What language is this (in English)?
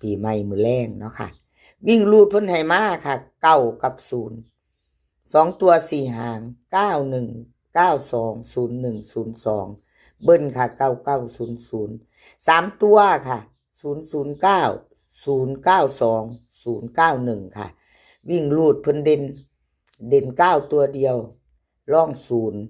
Northeastern Thai